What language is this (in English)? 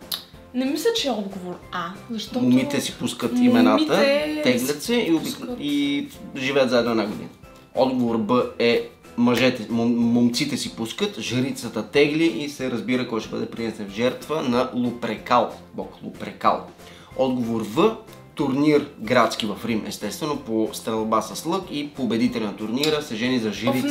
Bulgarian